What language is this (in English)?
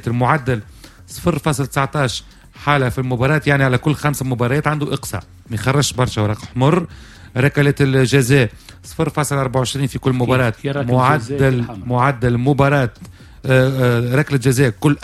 Tunisian Arabic